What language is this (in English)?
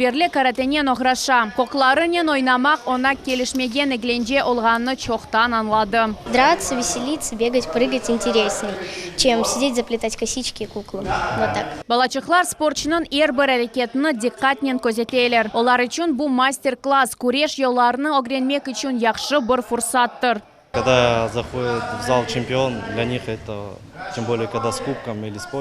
Crimean Tatar